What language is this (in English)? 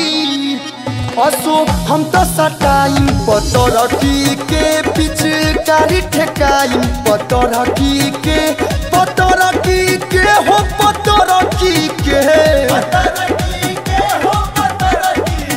Bhojpuri